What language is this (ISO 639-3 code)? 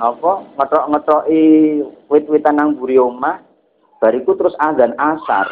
jav